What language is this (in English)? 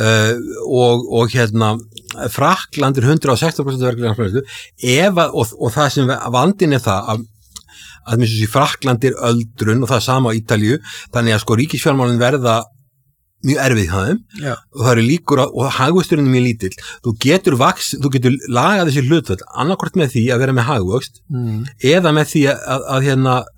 Icelandic